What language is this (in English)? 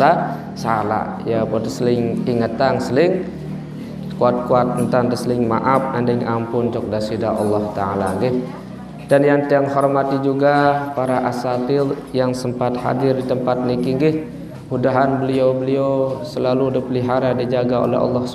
Sasak